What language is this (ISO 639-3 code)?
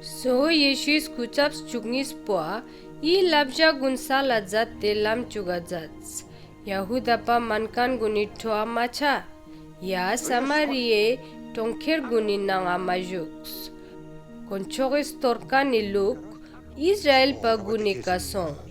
lbj